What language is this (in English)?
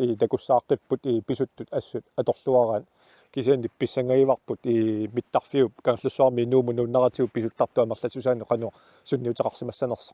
Kalaallisut